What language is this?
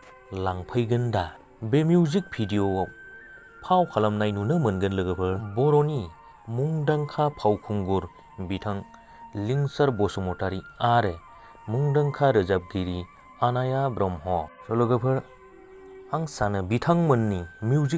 Bodo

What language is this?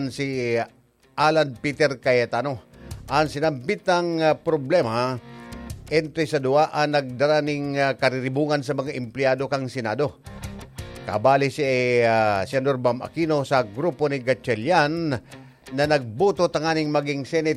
Bikol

